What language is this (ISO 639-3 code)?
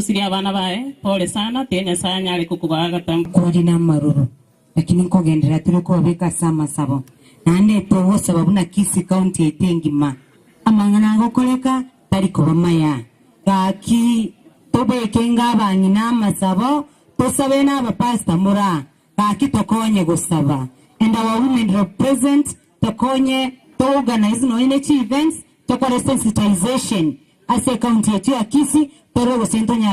guz